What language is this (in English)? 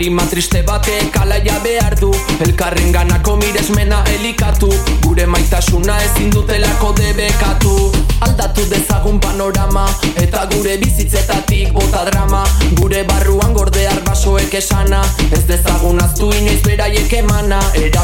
Basque